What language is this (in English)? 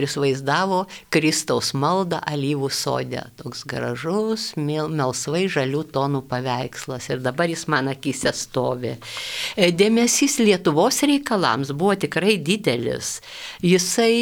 Lithuanian